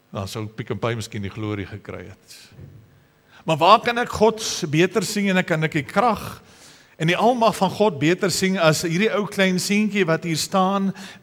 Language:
Afrikaans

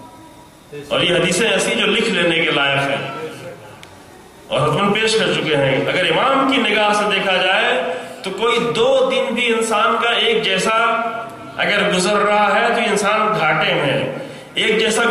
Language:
Urdu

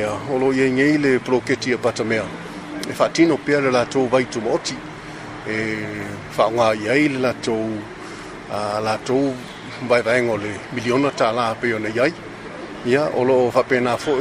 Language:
Samoan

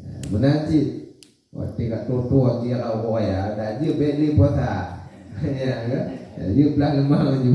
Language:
Achinese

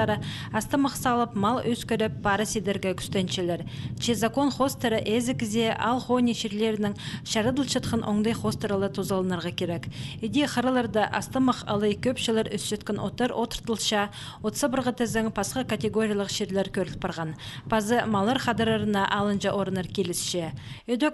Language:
Khakas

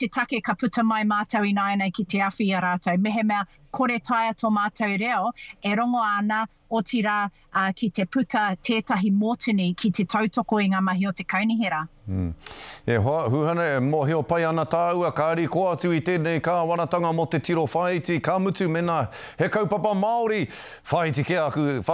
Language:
Māori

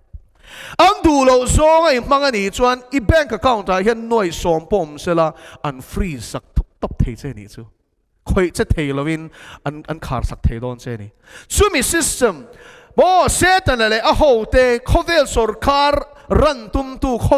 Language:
Mizo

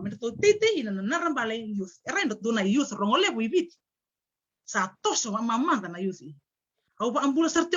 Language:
Fijian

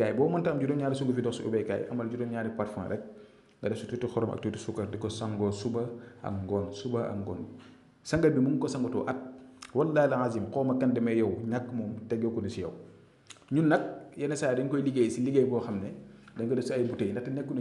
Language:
Wolof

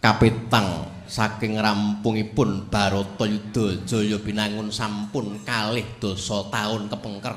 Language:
Javanese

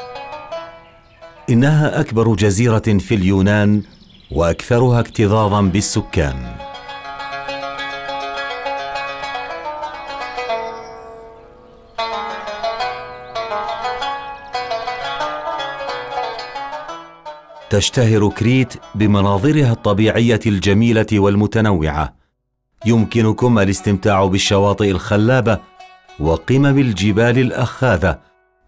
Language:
Arabic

